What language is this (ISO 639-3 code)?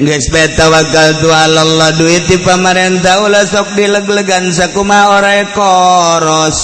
sun